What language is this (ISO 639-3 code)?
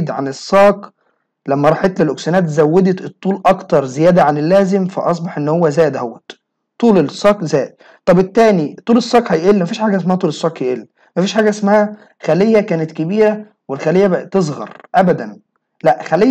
arz